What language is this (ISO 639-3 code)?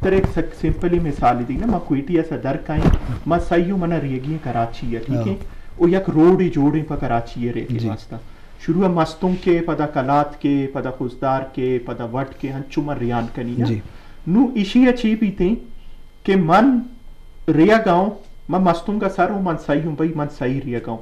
bgp